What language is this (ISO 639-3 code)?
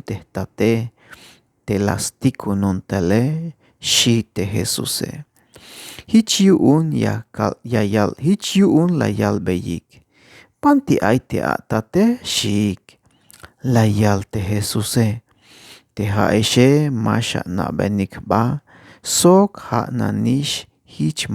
tzh